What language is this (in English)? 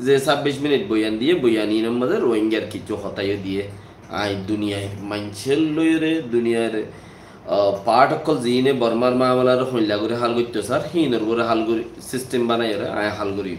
Rohingya